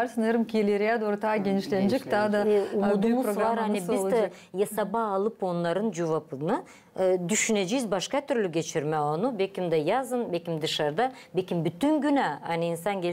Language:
Gagauz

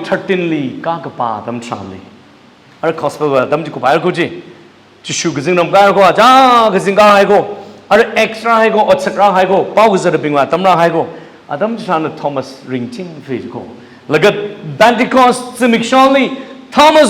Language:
Tangkhul Naga (India)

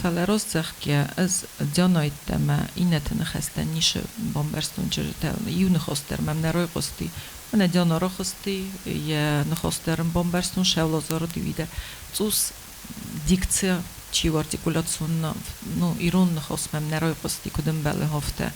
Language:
Ossetic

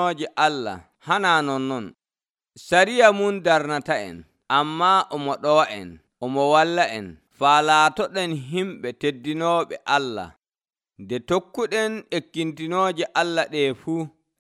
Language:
Nigerian Fulfulde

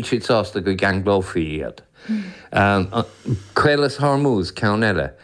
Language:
Irish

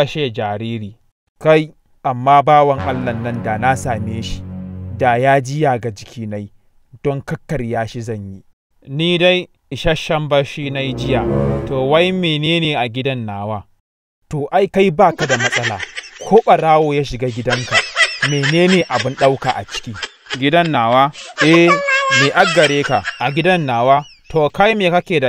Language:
Hausa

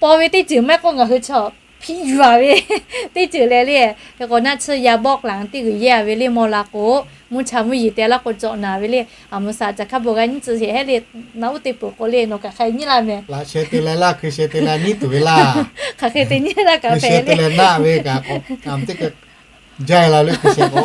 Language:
Lahu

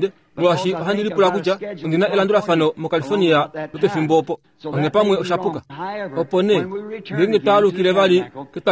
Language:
Kuanyama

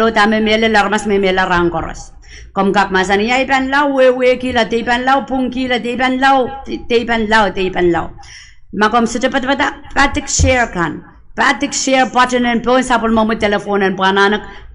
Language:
Pohnpeian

